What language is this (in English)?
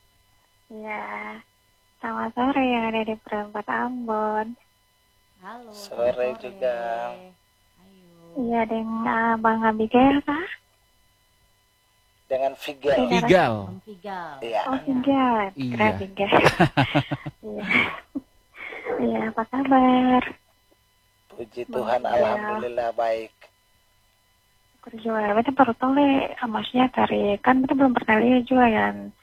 Indonesian